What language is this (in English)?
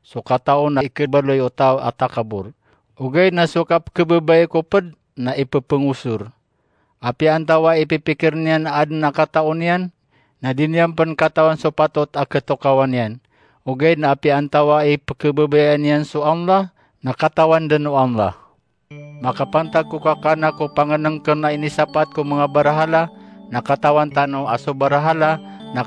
Maranao